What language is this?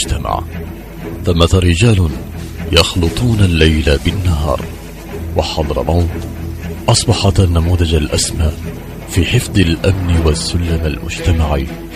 Arabic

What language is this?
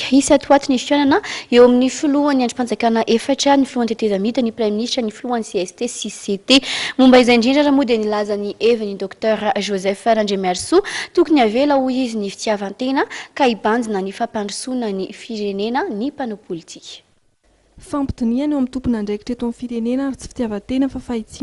Malagasy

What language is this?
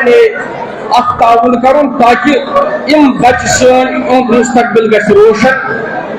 Kashmiri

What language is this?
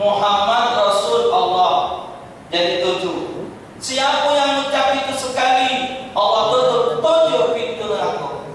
Musi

